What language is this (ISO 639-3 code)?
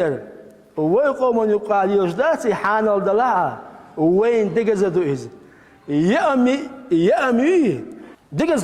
che